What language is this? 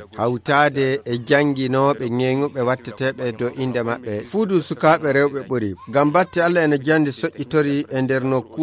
Fula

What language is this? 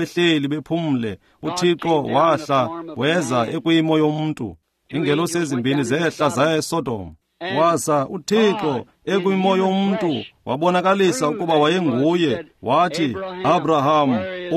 Xhosa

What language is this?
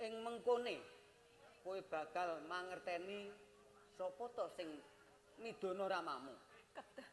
Javanese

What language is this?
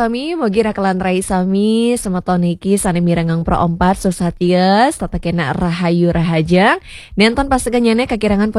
Balinese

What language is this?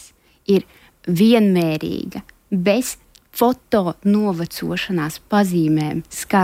Latvian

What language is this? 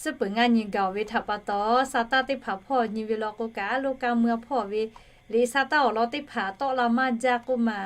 Lahu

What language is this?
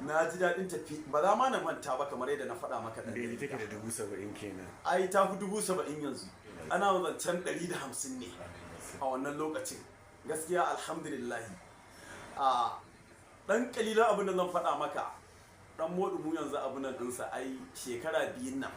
Hausa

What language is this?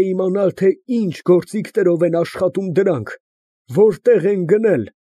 Armenian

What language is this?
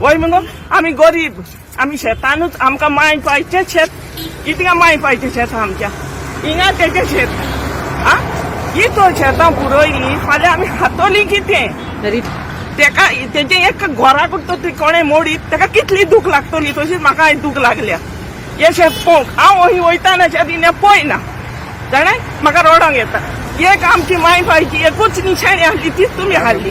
Konkani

